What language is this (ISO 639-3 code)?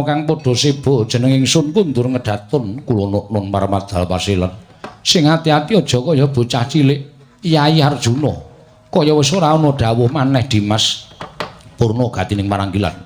jav